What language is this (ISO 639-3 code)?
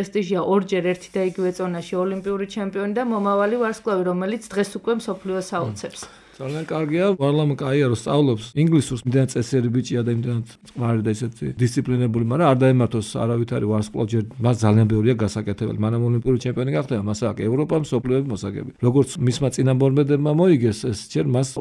kat